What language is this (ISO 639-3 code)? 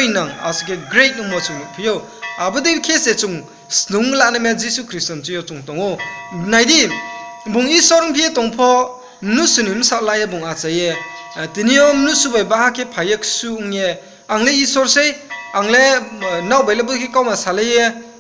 ria